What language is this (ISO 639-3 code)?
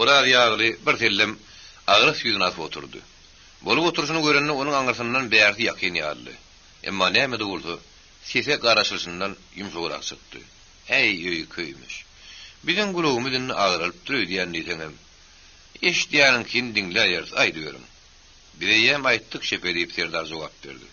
tuk